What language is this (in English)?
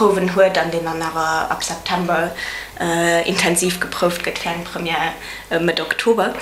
Luxembourgish